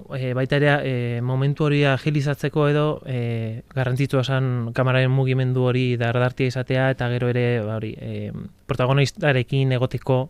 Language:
Basque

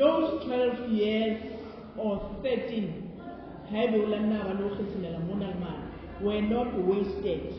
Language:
Southern Sotho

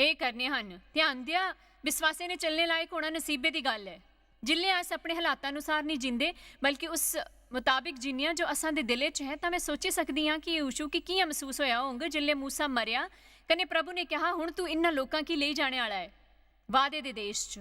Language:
Dogri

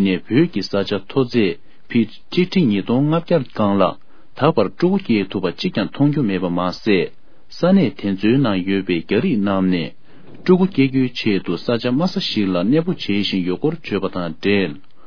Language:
Tibetan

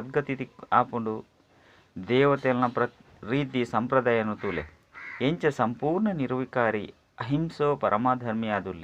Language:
Tulu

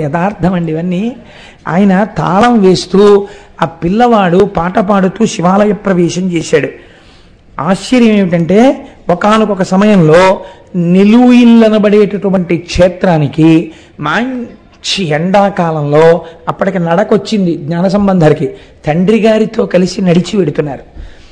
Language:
Telugu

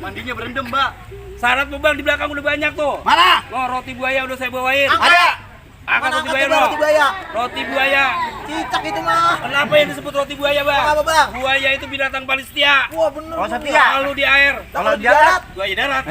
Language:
Betawi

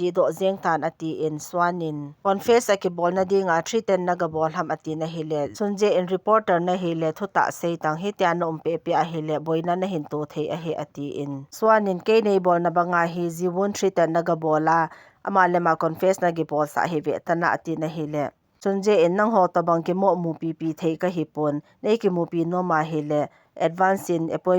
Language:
Thado Chin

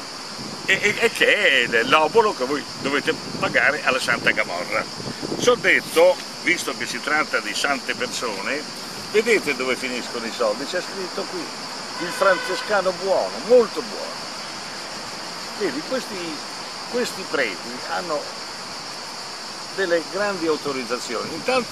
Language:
Italian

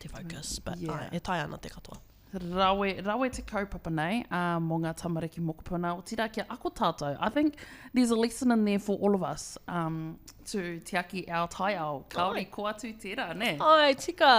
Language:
Māori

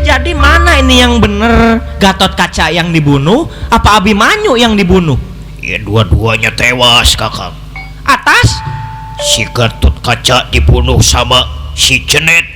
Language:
Betawi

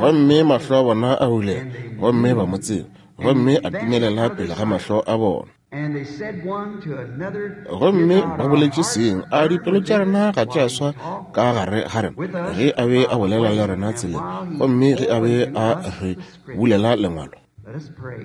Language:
Northern Sotho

